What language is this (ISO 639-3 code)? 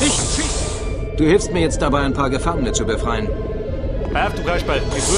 bar